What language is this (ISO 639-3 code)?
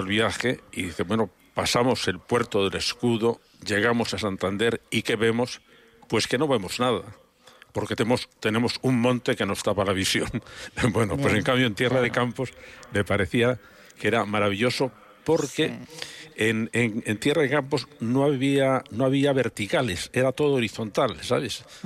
spa